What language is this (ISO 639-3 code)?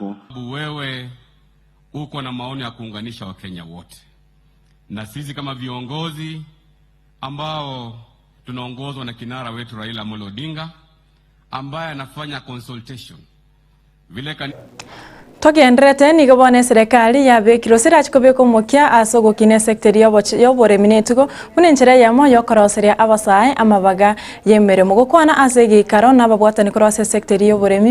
guz